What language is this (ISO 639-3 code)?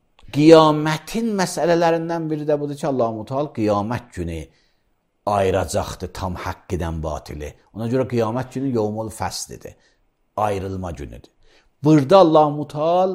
aze